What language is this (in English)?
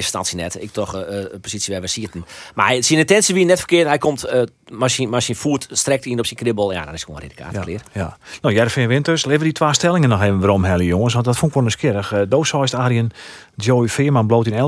Western Frisian